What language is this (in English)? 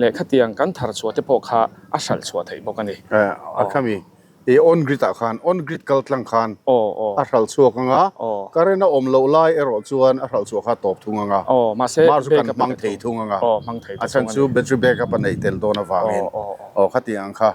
Mizo